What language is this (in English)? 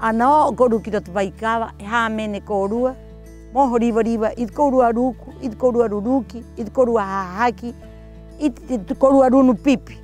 Rapanui